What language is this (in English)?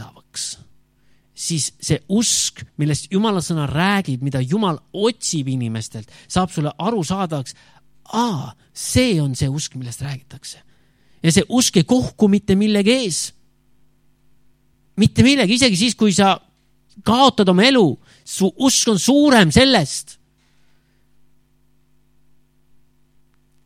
Estonian